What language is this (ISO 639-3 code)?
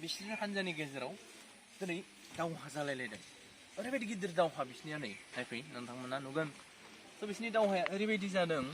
brx